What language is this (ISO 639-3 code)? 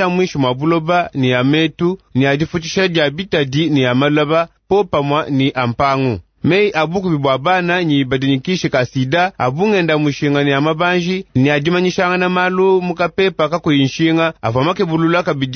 lua